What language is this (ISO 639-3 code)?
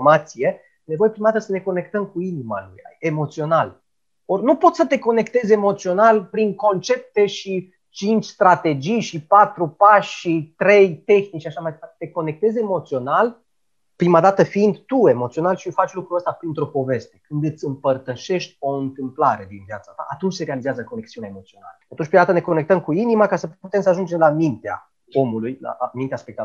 ron